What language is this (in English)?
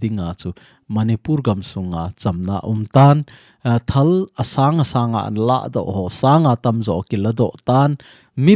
Thado Chin